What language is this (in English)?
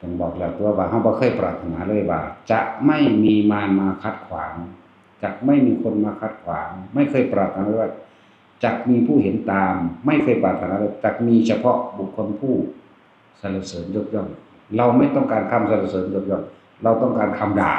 Northeastern Thai